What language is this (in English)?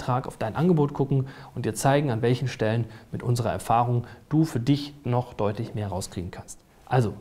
German